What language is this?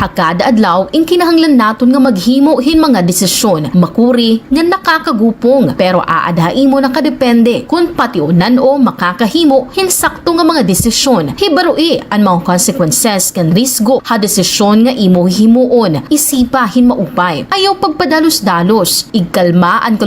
Waray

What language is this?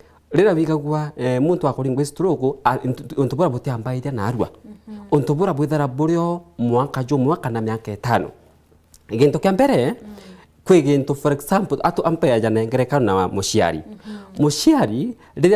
Meru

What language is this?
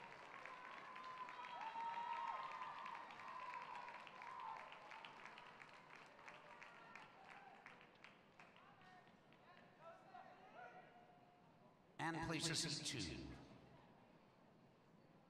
English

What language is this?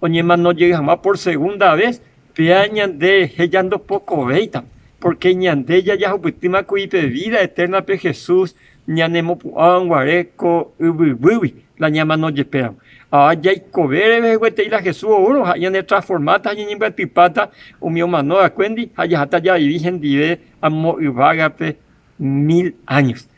Guarani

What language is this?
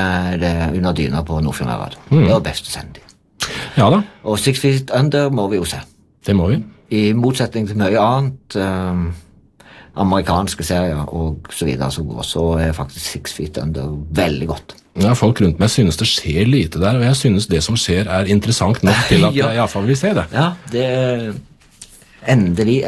Norwegian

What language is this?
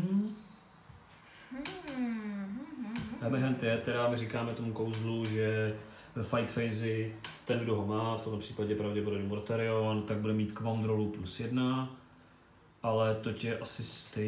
Czech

